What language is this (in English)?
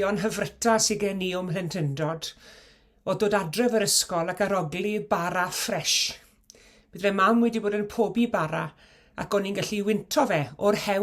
Welsh